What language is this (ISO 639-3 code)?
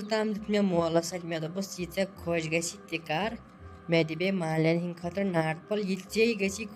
kas